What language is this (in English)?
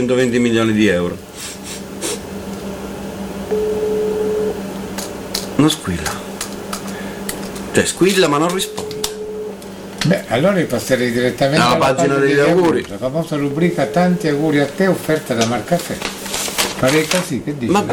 Italian